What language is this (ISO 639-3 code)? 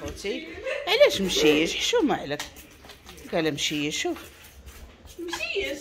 ary